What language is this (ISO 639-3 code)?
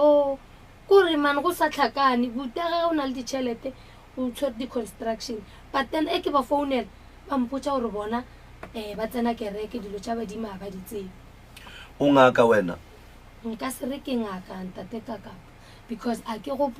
nso